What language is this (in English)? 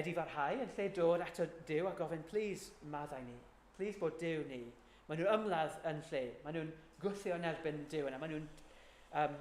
Welsh